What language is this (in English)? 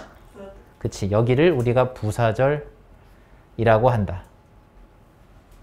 Korean